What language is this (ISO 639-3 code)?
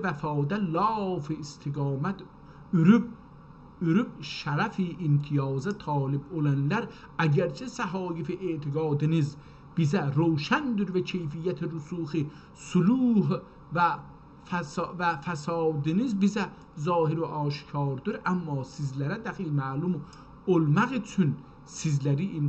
azb